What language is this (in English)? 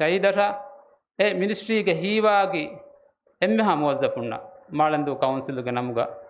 Divehi